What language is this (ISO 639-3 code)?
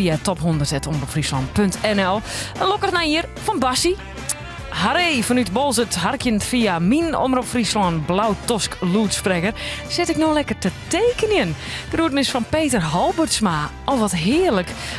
fry